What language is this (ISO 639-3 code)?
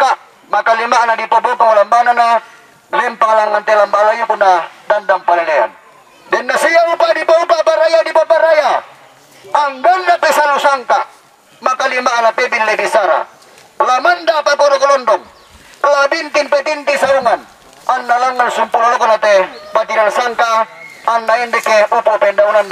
sda